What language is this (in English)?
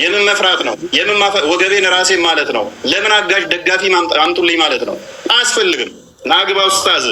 Amharic